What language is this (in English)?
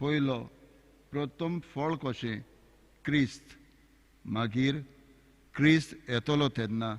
Konkani